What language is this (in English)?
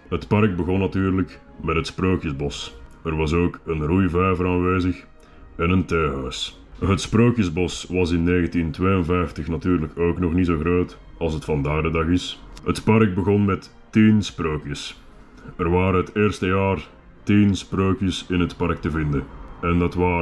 Dutch